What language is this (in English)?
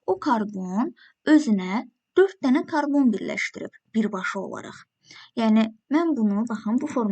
Azerbaijani